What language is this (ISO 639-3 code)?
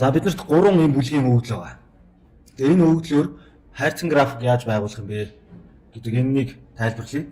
mon